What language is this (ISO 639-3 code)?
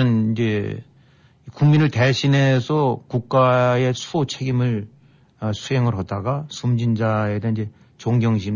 kor